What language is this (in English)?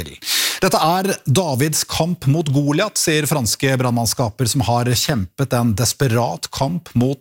Norwegian